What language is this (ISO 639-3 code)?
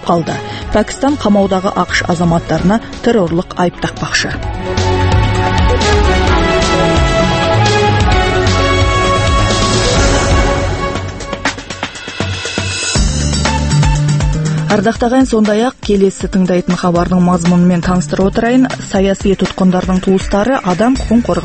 kaz